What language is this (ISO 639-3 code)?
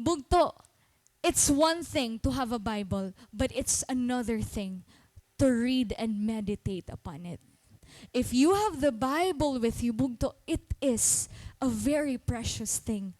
war